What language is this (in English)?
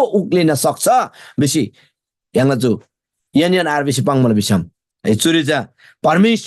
Eastern Tamang